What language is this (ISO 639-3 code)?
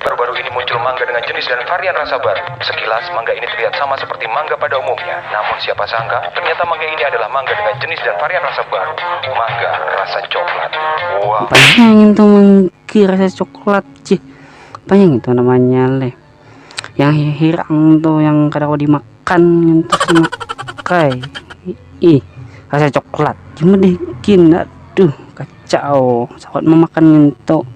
bjn